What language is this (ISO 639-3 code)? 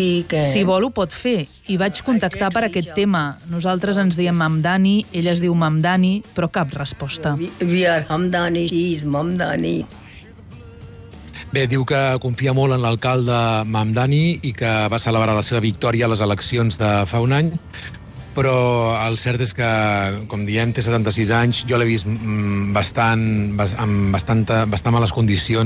cat